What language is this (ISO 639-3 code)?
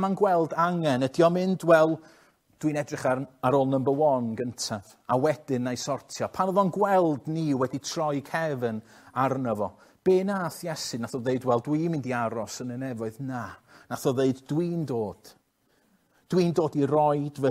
cym